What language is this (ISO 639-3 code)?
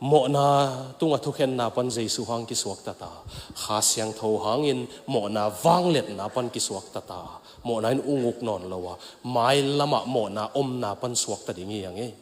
ctd